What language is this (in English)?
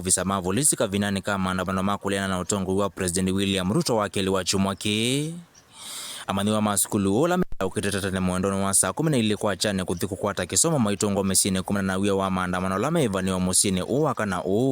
Kamba